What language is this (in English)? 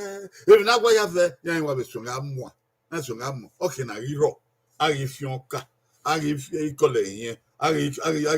Bini